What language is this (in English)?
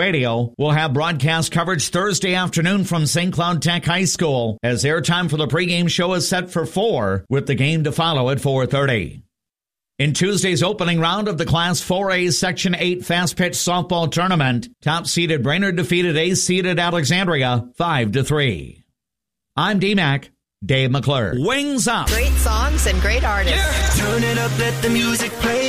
English